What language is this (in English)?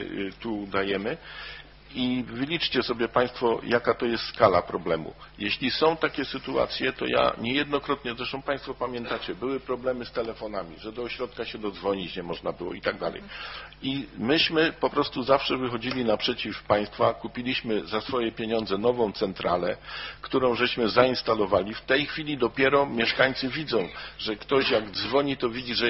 Polish